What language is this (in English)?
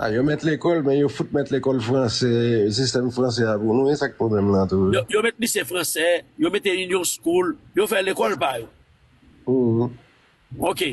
Haitian Creole